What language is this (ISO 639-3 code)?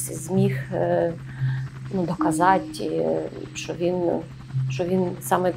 ukr